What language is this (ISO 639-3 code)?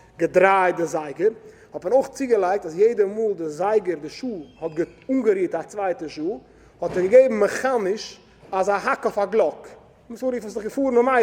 yid